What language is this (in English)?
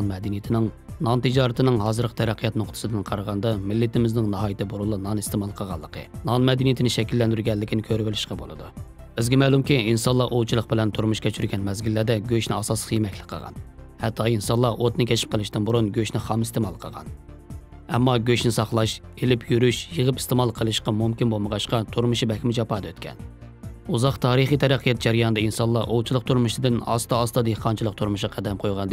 Uyghur